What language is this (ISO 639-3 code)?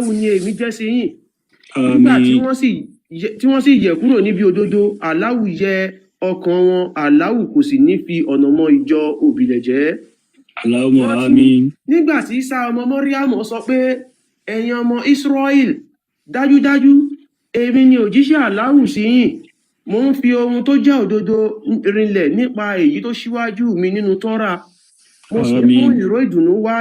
yor